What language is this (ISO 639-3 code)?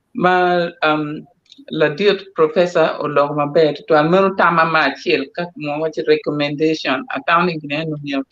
ach